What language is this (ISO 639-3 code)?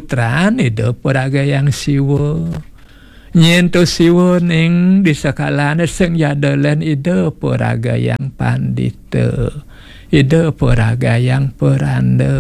ban